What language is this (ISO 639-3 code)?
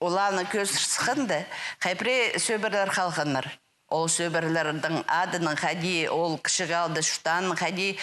kjh